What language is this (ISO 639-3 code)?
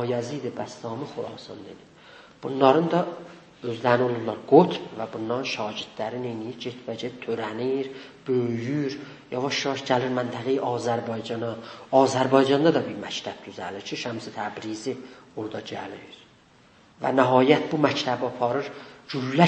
azb